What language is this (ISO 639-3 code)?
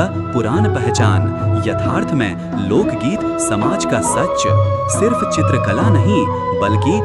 mai